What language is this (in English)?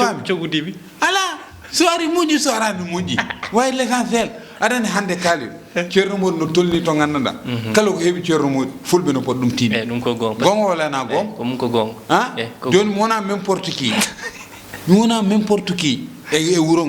Fula